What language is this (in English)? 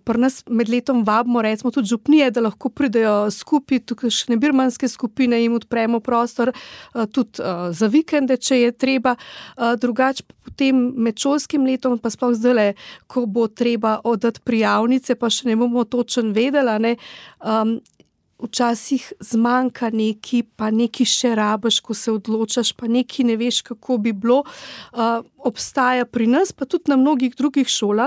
Slovenian